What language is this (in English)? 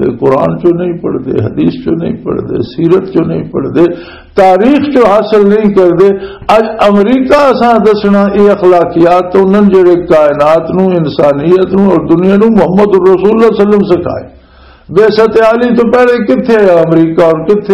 Western Panjabi